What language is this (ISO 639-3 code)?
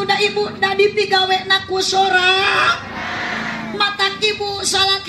sun